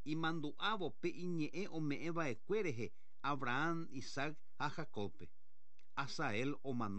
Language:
Guarani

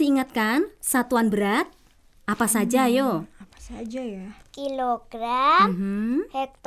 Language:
Indonesian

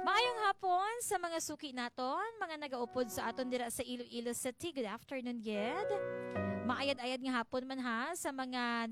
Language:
Hiligaynon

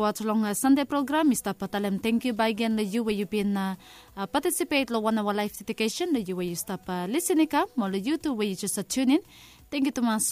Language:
Bislama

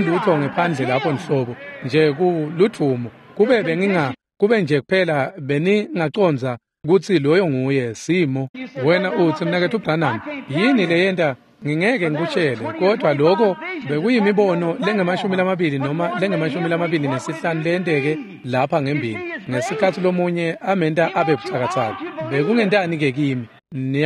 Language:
Swati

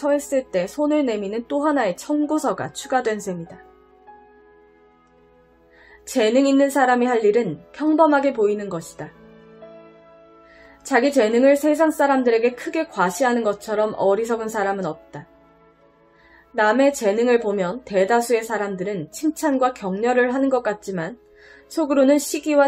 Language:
Korean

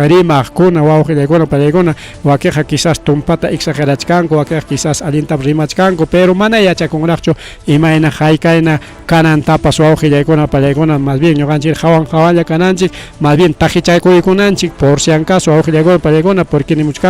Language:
Ayacucho Quechua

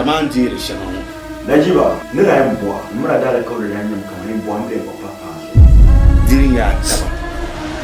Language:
Dagbani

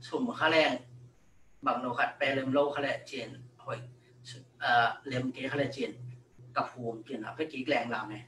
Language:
Tedim Chin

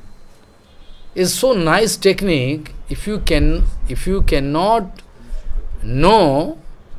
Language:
English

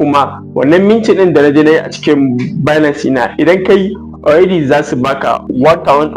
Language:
Hausa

